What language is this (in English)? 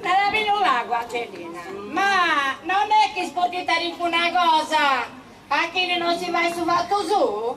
Sardinian